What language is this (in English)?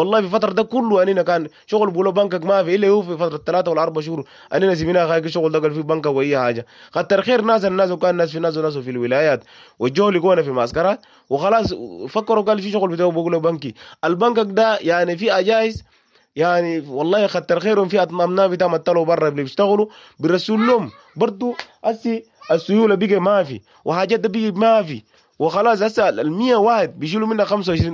Sudanese Arabic